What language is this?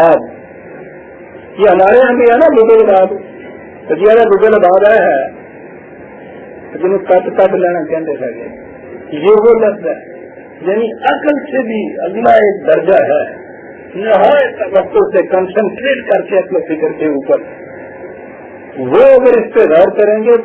Urdu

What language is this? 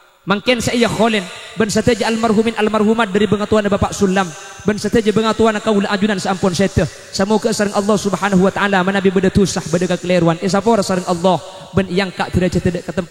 Madurese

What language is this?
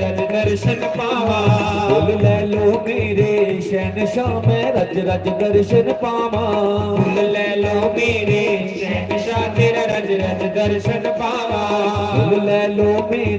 Dogri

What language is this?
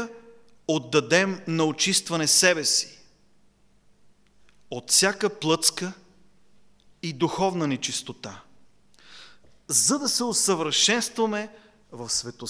Bulgarian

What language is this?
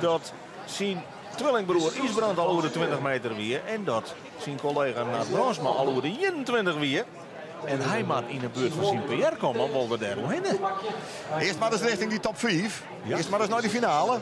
Western Frisian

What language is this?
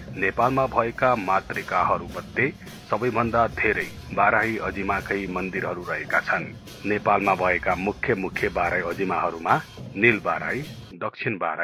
Nepali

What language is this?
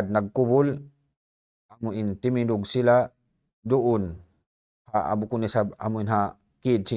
Tausug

